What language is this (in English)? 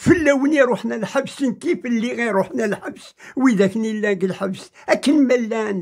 Kabyle